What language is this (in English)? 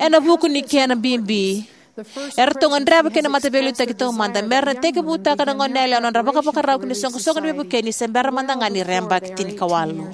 Fijian